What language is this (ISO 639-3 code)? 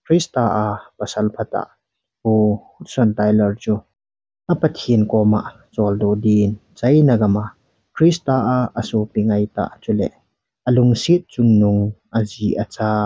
tcz